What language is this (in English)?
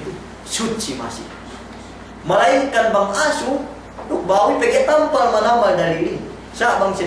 Yakan